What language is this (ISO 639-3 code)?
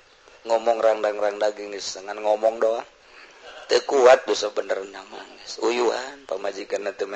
sun